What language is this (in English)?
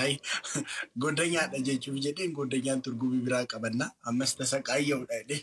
Oromo